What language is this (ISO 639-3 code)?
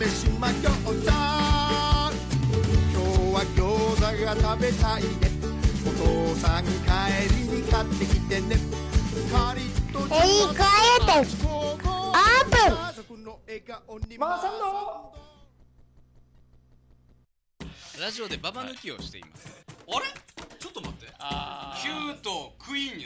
jpn